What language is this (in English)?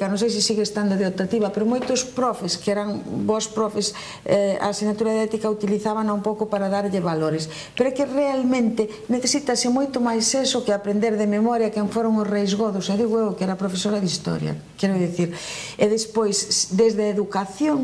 Galician